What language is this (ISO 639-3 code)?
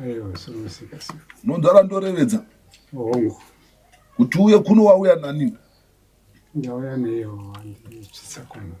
sna